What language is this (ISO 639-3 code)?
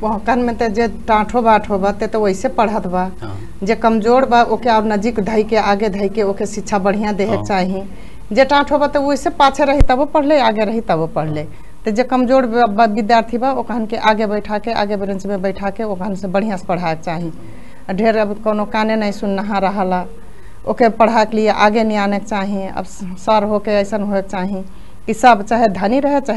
bho